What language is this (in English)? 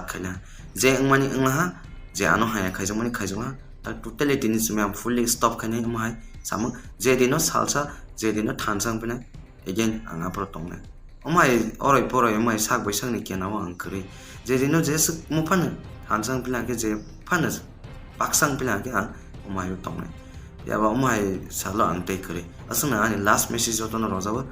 Riang (India)